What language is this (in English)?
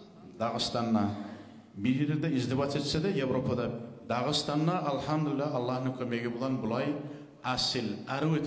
Kumyk